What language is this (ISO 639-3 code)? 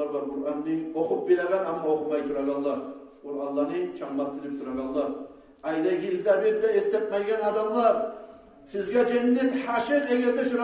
kum